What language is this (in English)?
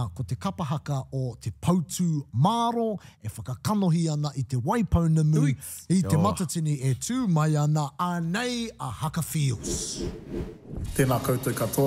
Māori